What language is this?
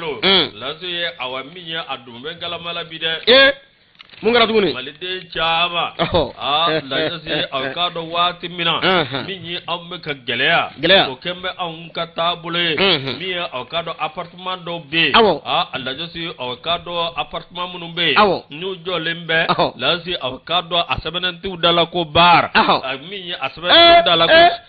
Bambara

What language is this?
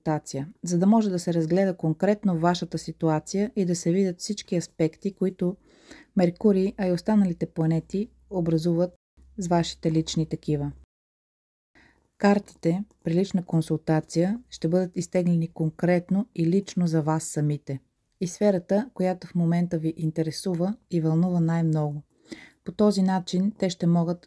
Bulgarian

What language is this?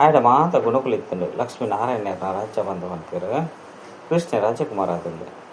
Tulu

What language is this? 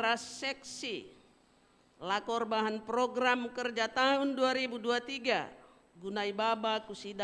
Batak Karo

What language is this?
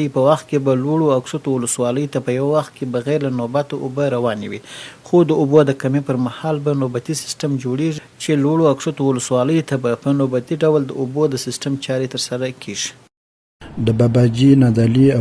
Pashto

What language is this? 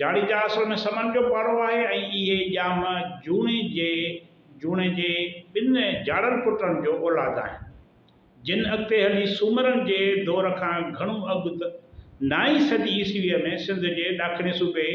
Sindhi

